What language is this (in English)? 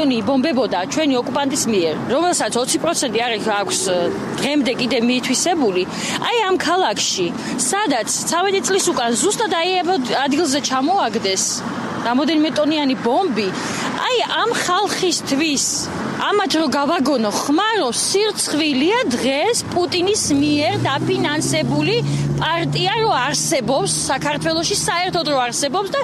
Georgian